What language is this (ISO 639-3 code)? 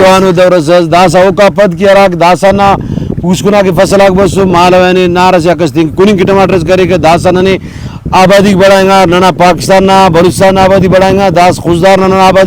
brh